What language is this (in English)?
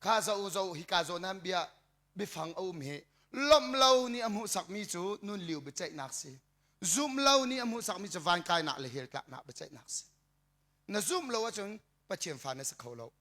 Hakha Chin